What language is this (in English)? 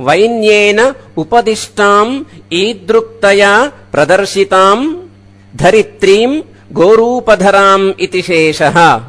Sanskrit